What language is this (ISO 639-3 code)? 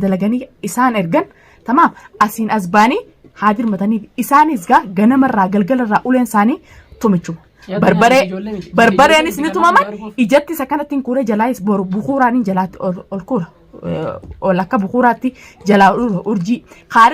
orm